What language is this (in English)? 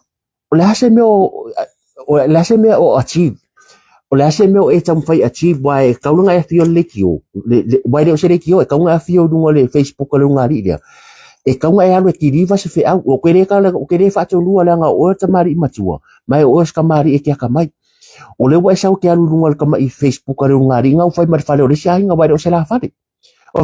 Samoan